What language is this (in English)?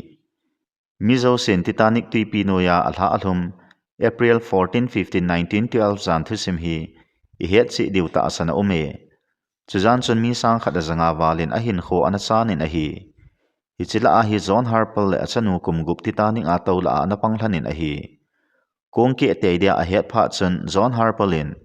Thado Chin